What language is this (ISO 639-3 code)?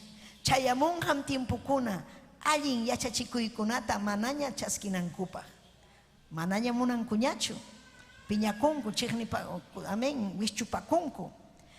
quy